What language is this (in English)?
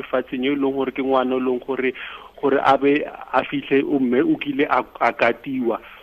Tswana